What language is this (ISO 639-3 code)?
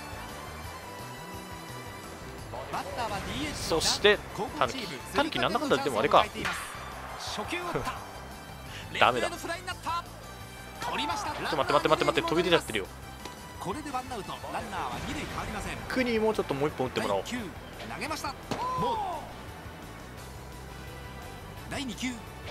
jpn